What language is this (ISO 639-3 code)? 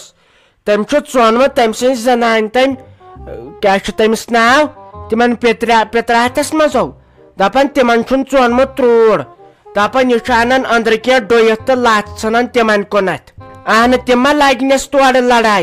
kas